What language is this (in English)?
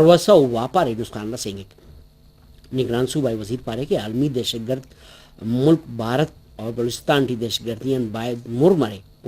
Brahui